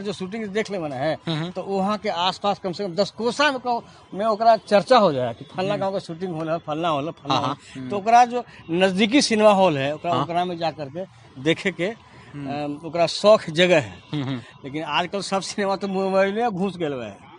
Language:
Magahi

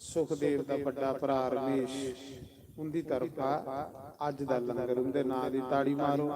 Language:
Dogri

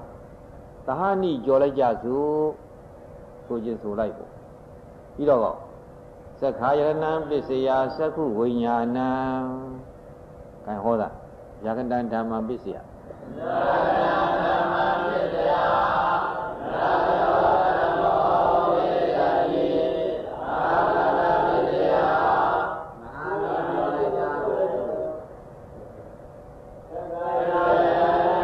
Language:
Burmese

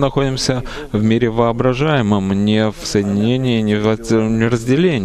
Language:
Russian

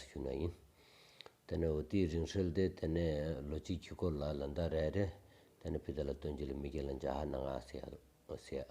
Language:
Stod Bhoti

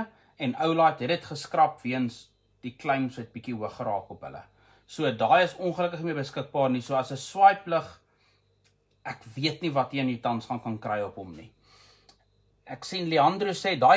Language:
Afrikaans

